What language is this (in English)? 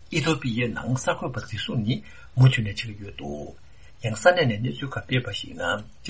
Tibetan